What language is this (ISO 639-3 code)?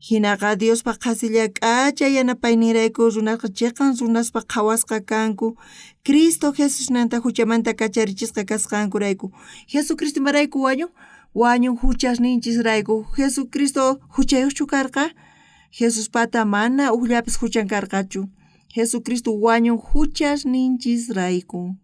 quh